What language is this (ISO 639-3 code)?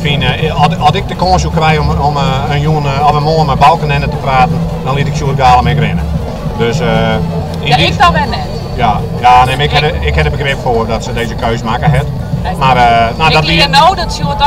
fry